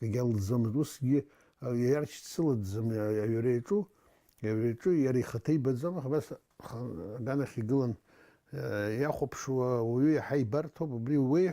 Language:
Abkhazian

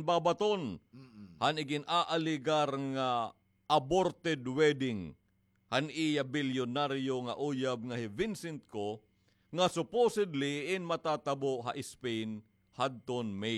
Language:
Waray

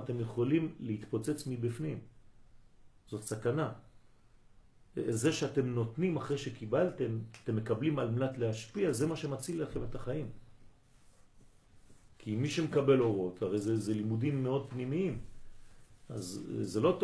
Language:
Hebrew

